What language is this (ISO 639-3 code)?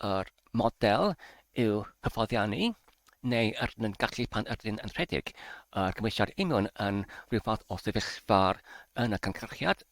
cym